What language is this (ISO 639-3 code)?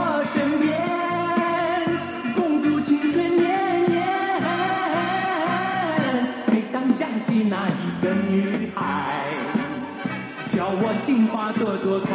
zho